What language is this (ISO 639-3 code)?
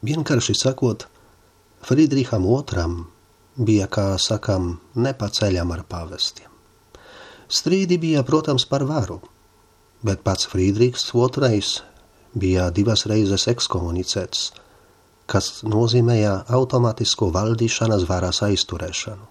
lav